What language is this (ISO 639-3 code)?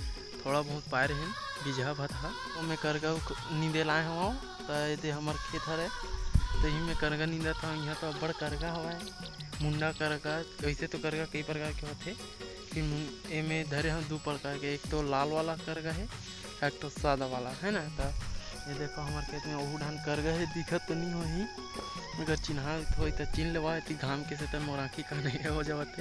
hne